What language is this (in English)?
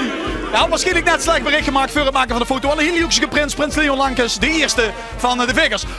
Limburgish